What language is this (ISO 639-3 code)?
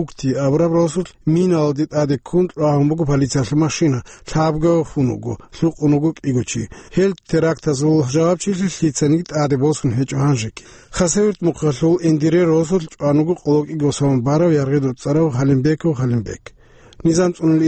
ava